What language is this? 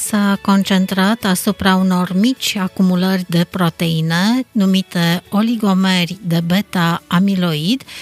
Romanian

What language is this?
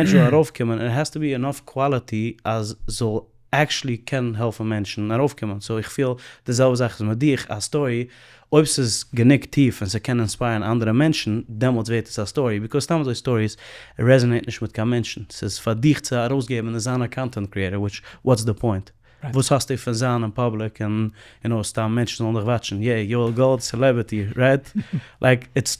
Yiddish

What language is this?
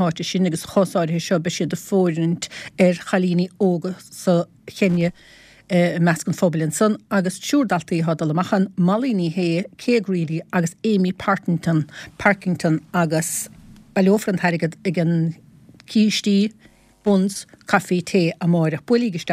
Irish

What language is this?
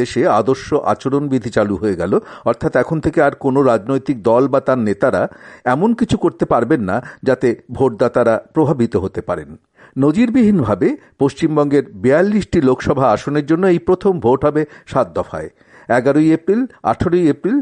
Bangla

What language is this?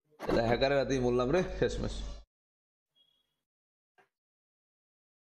Bangla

